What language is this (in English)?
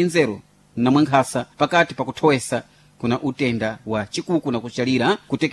Sena